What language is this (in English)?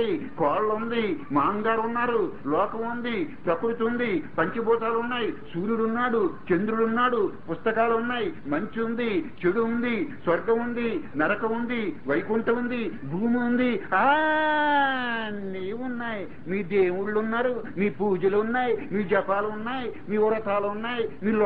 Telugu